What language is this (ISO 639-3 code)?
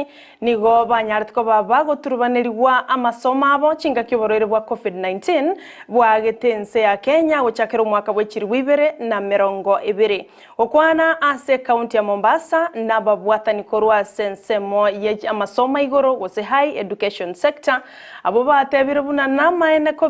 guz